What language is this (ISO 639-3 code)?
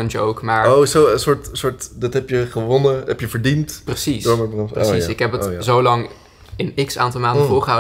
nld